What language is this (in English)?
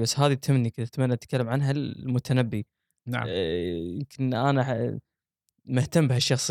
Gulf Arabic